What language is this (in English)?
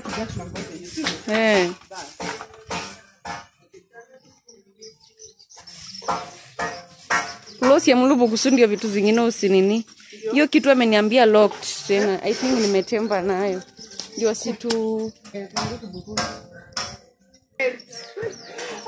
Swahili